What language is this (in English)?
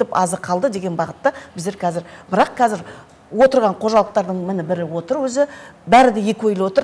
Kazakh